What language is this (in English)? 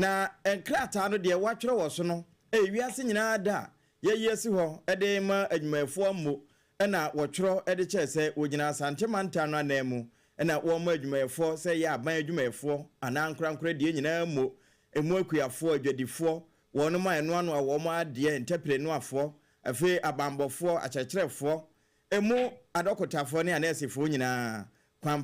Akan